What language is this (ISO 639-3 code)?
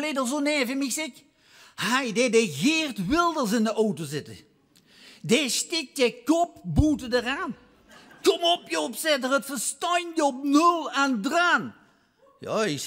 lim